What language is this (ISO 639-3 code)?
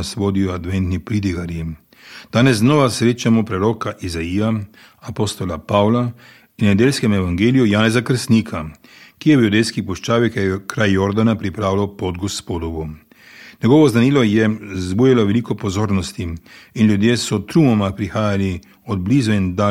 slv